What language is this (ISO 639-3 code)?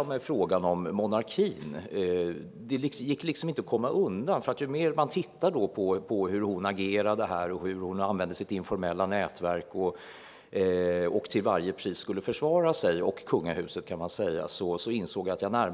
swe